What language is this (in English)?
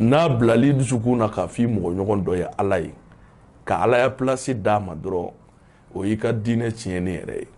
Bambara